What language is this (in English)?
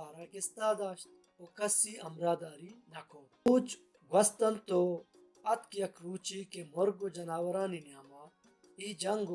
Baluchi